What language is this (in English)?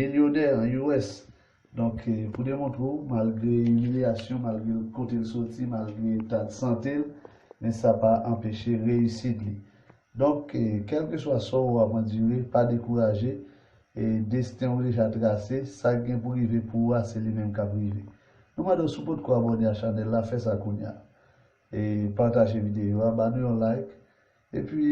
Haitian Creole